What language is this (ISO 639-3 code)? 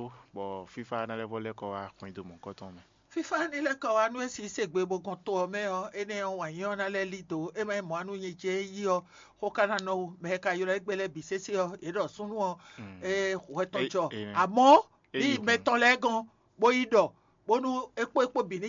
fon